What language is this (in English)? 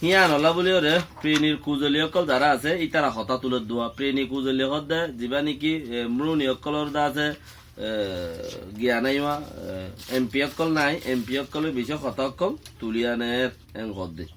Rohingya